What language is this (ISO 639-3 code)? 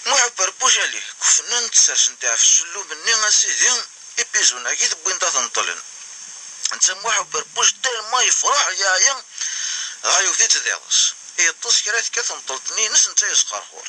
kab